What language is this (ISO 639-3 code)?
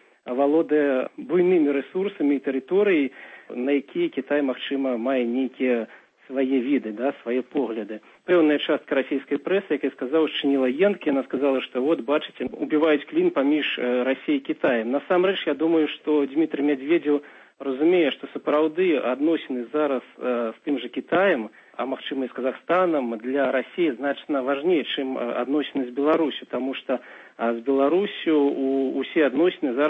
bel